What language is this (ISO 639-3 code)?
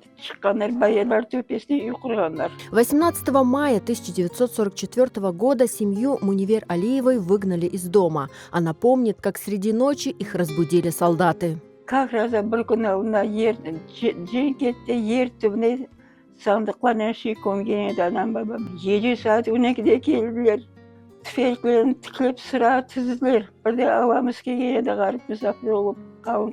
crh